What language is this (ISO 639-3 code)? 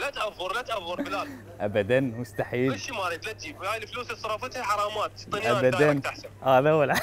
acm